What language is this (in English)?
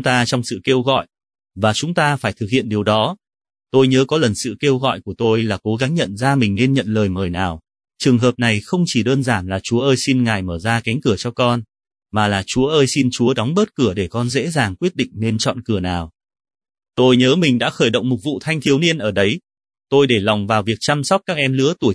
Vietnamese